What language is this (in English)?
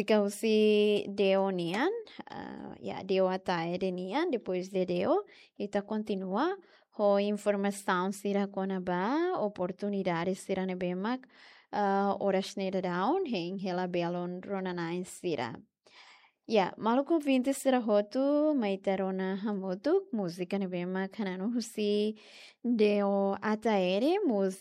Tetum